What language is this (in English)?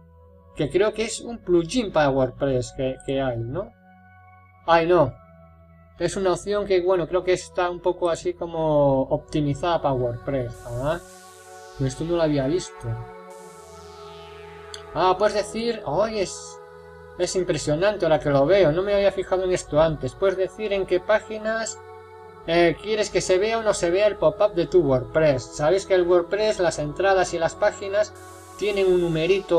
Spanish